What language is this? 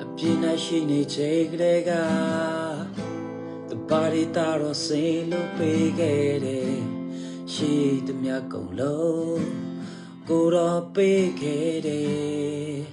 Eastern Kayah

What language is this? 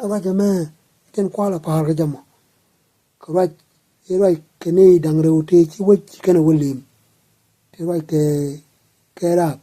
Nuer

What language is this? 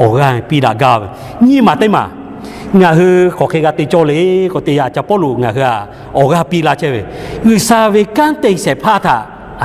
Lahu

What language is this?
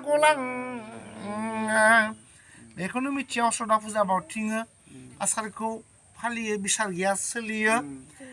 Bodo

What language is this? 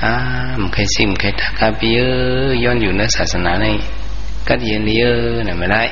Shan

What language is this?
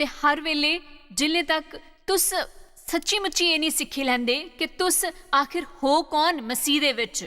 Dogri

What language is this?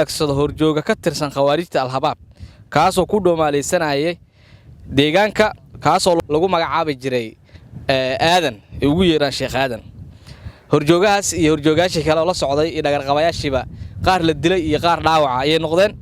Somali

